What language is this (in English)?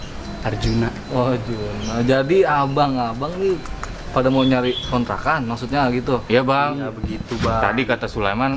Betawi